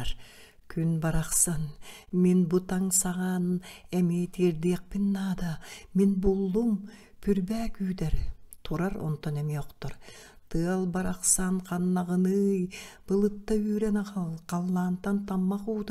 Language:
Yakut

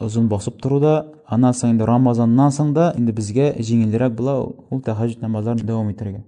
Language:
Tatar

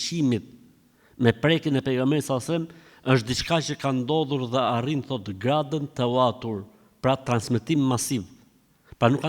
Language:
Albanian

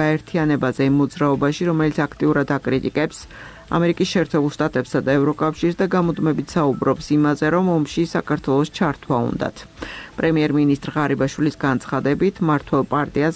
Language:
Georgian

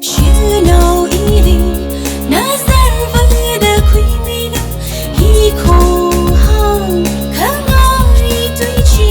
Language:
Tangkhul Naga (India)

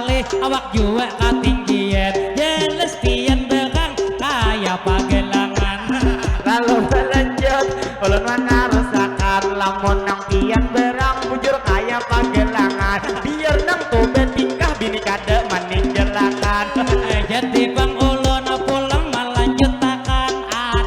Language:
Banjar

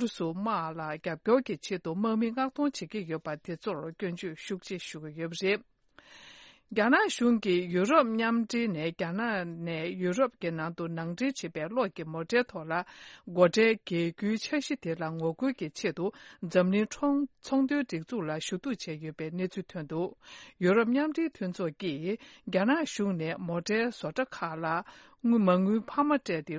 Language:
Tibetan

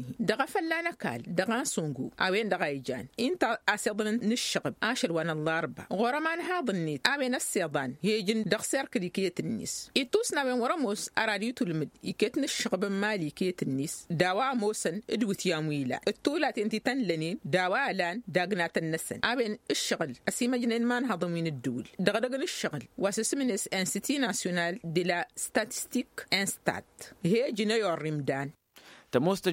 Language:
Tamasheq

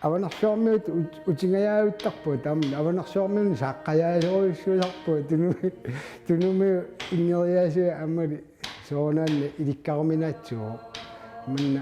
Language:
Kalaallisut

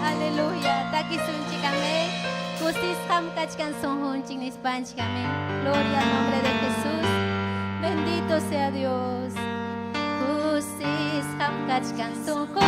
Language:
Ayacucho Quechua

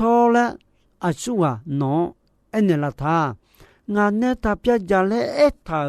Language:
Akha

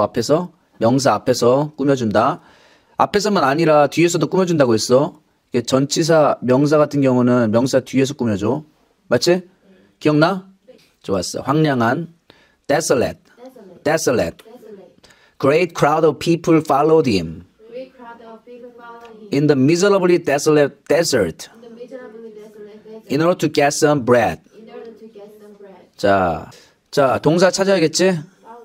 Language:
Korean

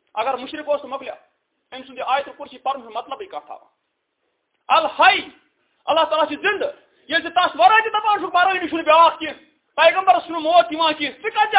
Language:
Kashmiri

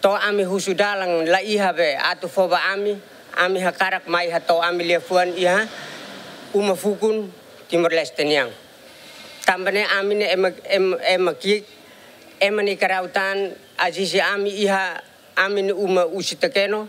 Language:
Tetum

